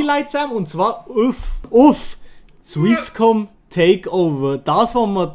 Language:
Swiss German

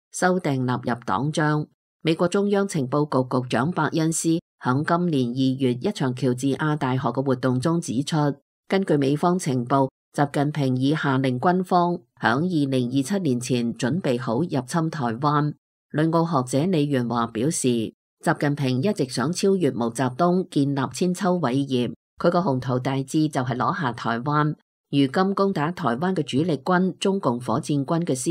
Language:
Cantonese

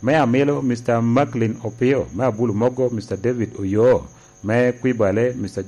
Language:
Lango (Uganda)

